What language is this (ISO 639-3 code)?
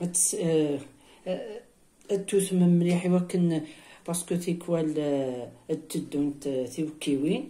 kab